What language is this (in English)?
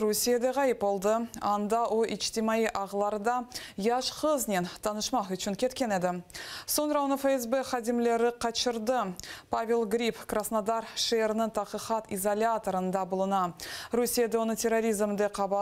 Crimean Tatar